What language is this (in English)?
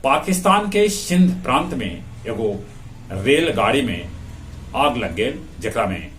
Magahi